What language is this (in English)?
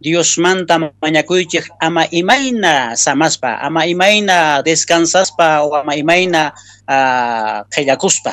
Quechua